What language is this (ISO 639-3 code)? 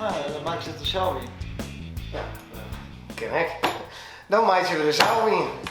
fry